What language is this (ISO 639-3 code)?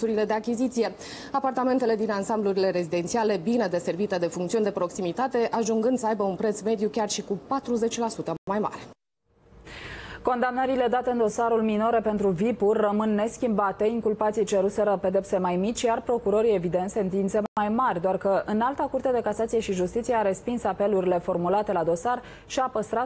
ron